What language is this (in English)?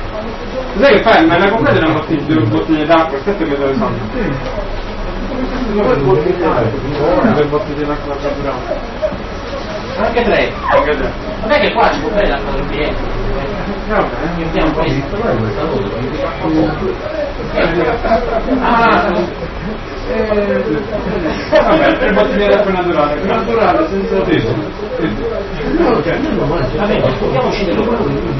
Italian